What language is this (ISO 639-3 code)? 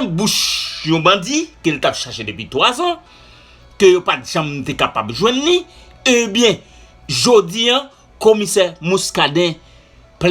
hat